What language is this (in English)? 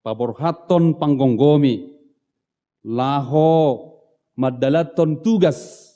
Batak Toba